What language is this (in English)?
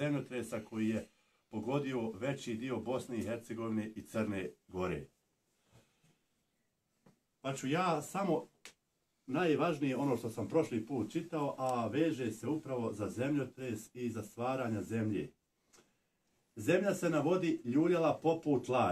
Bosnian